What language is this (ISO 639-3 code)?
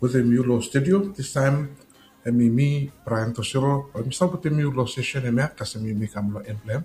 bis